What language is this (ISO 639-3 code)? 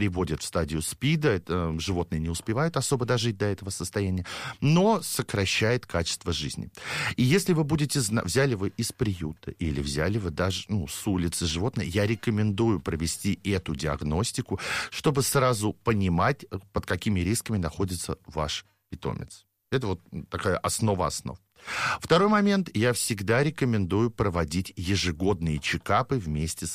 rus